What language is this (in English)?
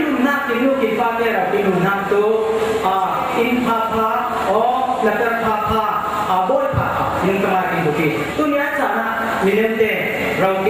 Falam Chin